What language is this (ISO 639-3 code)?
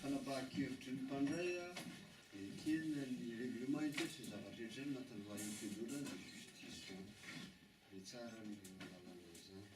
mlg